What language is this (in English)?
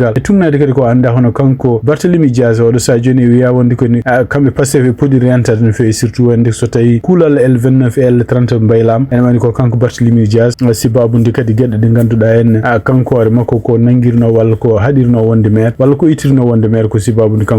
Fula